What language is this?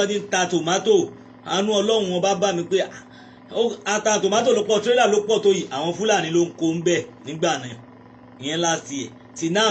Yoruba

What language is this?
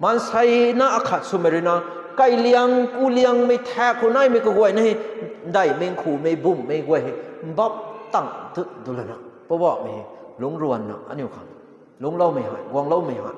Rongmei Naga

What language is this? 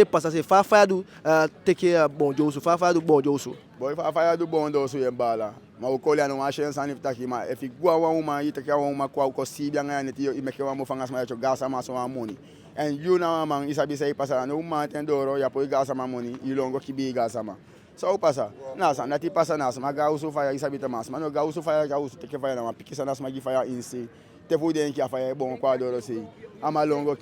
Eastern Maroon Creole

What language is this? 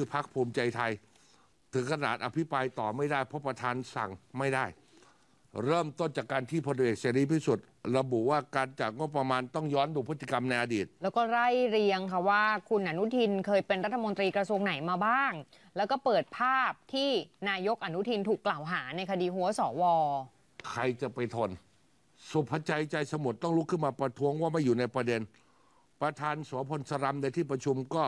Thai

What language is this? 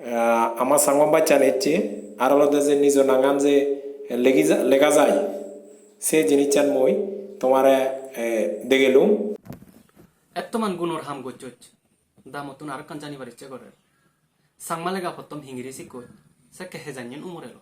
Chakma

